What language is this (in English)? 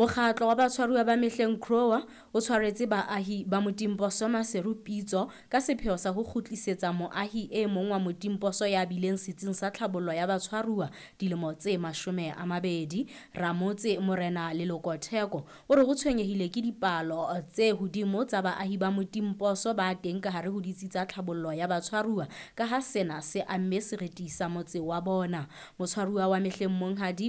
Southern Sotho